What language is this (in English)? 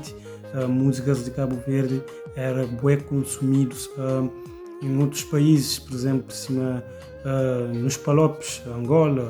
Kabuverdianu